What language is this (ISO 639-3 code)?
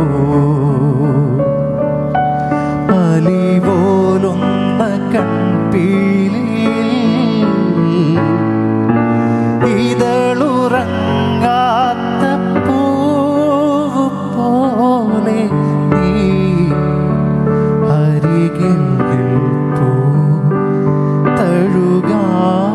mal